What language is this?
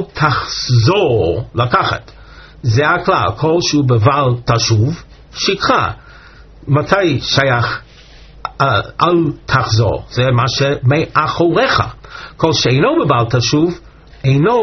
Hebrew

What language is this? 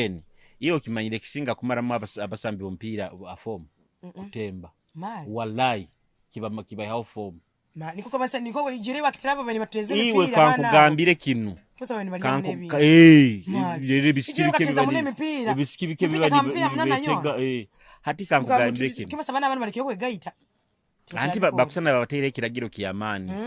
Nyoro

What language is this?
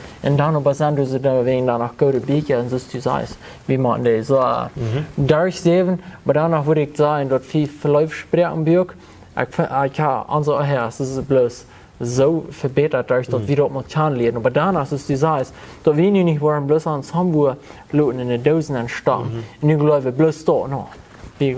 Plautdietsch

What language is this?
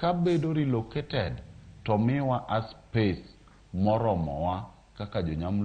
Luo (Kenya and Tanzania)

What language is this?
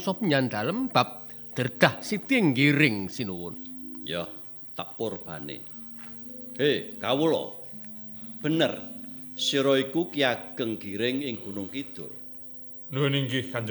Javanese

